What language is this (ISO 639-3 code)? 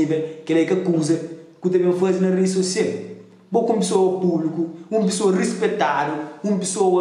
kea